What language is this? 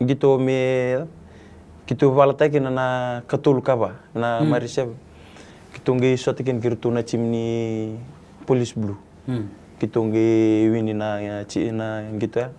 Fijian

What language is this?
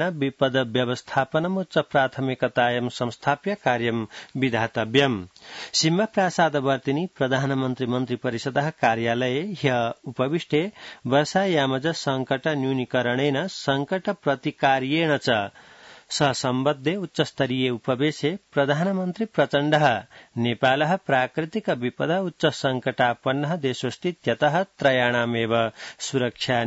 Sanskrit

